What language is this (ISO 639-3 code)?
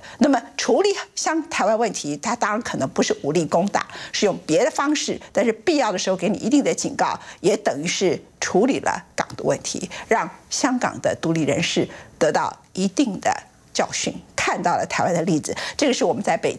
zho